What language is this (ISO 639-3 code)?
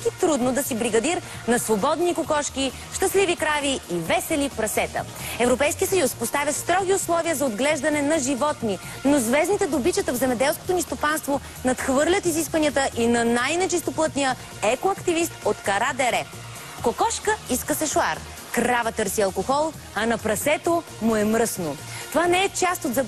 bul